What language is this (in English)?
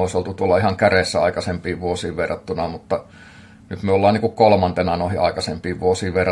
Finnish